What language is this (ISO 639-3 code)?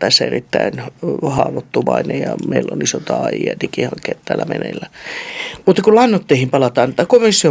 fin